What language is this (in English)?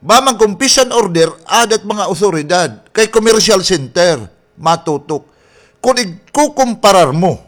Waray